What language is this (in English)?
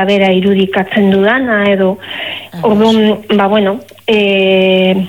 Basque